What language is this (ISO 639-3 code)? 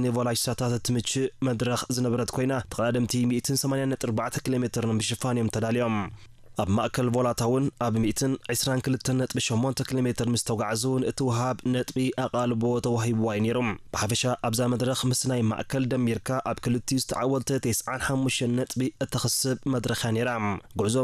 tir